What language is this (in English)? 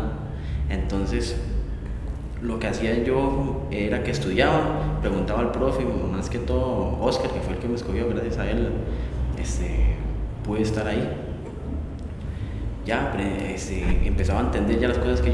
Spanish